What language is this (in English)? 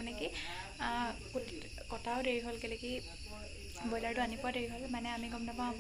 Assamese